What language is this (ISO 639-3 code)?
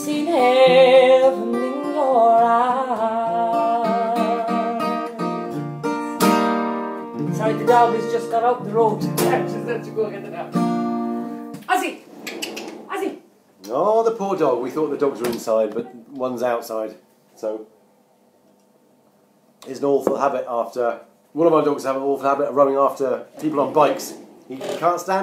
eng